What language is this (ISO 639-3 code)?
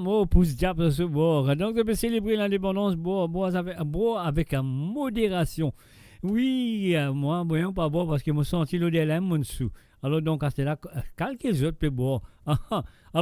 mfe